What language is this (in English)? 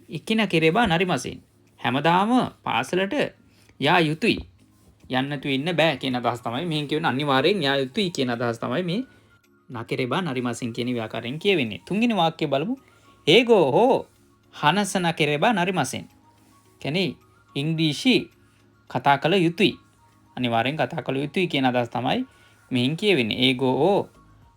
Sinhala